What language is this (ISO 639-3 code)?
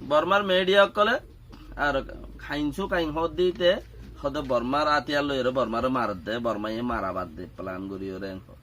rhg